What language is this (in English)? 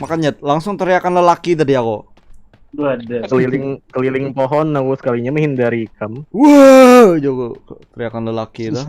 Banjar